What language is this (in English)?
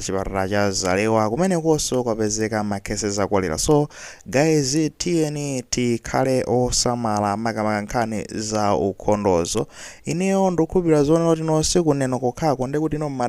Nyanja